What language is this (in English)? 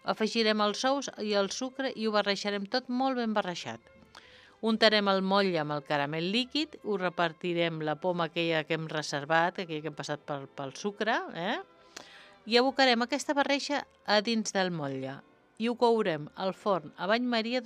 Catalan